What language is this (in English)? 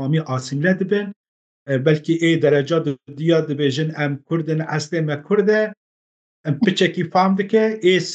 Kurdish